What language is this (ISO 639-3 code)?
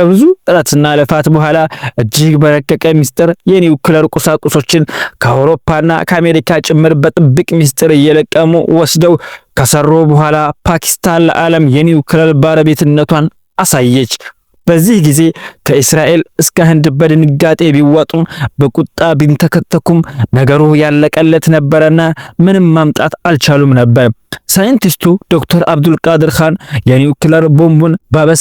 amh